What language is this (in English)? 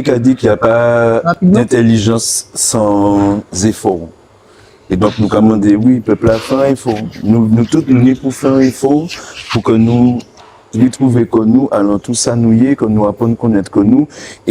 Guadeloupean Creole French